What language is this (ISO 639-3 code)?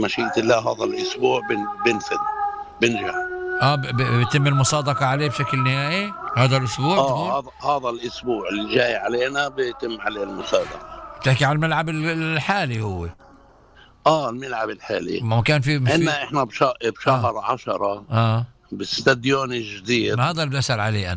apc